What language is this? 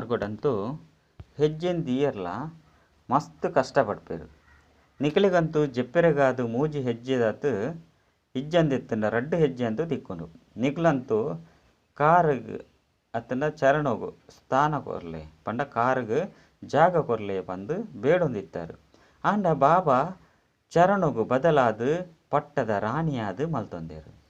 Tulu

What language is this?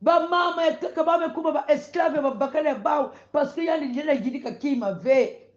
Kongo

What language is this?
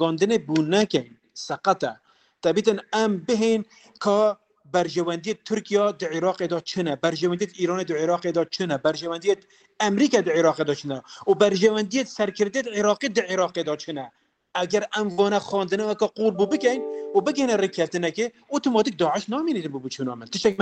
Kurdish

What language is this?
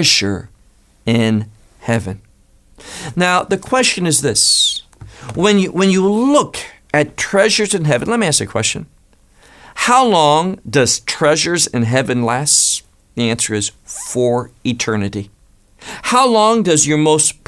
English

